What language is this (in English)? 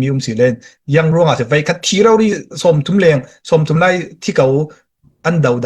Falam Chin